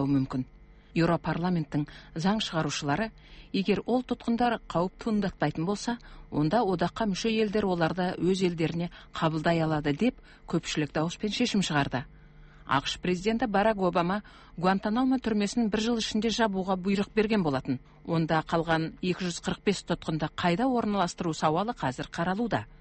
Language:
Kazakh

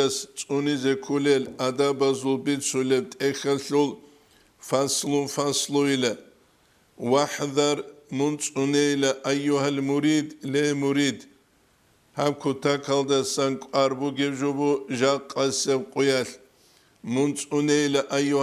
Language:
Avaric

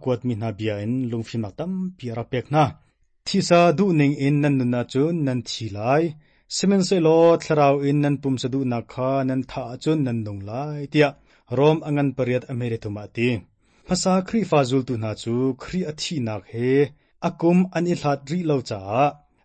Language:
Hakha Chin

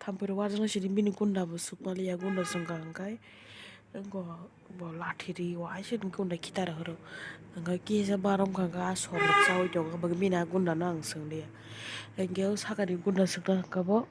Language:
Kok Borok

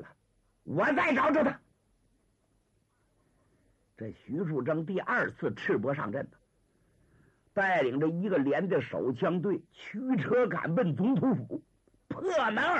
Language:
Chinese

